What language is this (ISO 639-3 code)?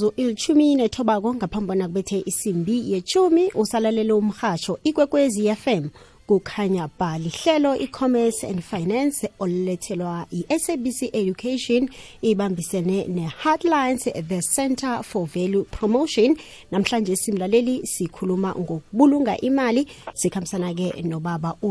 nbl